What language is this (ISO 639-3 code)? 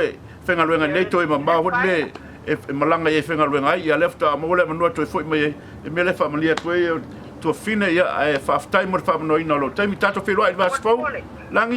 smo